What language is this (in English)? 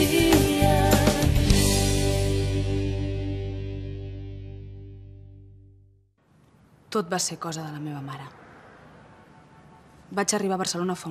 Catalan